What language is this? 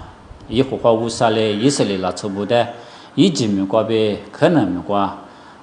Lisu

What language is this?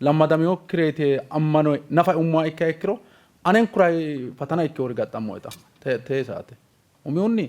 Sidamo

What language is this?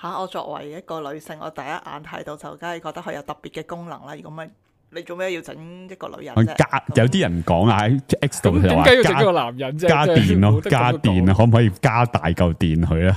Cantonese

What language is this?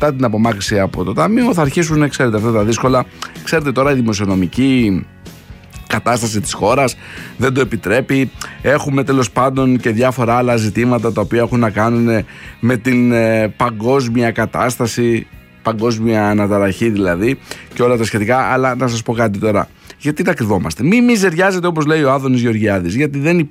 Greek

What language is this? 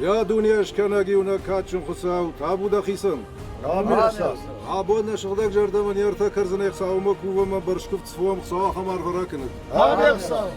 Ossetic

